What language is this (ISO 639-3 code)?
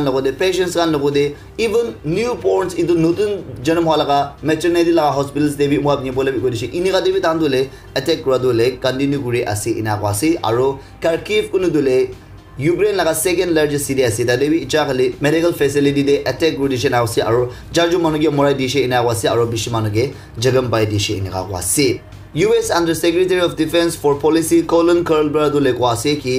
nag